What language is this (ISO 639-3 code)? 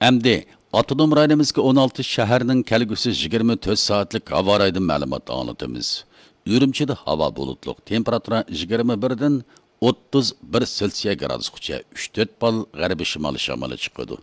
uig